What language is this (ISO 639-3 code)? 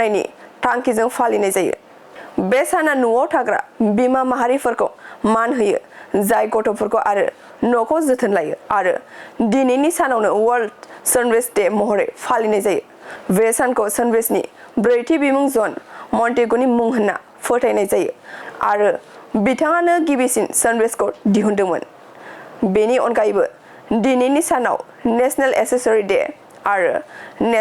brx